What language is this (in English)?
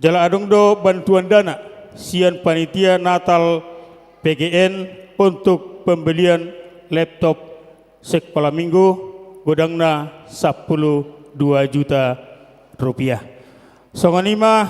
Batak Toba